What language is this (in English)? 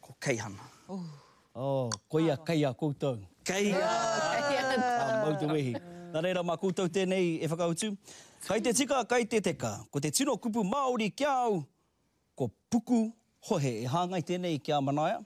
Māori